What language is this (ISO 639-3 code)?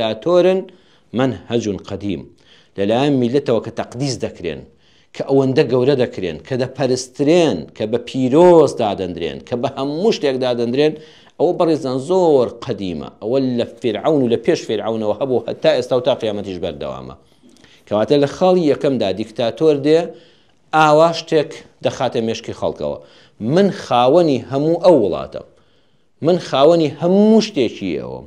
ckb